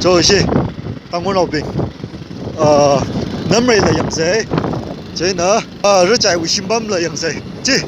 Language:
Tangkhul Naga (India)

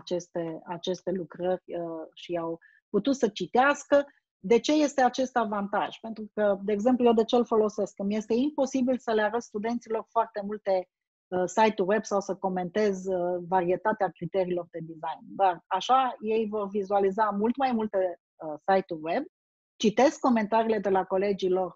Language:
Romanian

